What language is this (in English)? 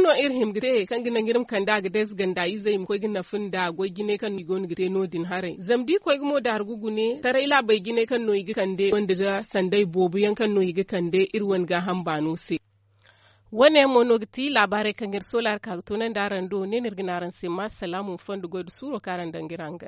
Zarma